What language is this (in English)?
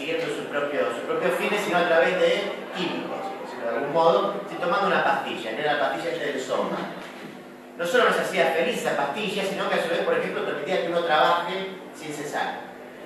Spanish